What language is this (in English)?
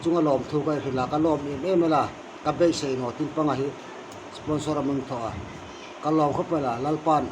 Hmar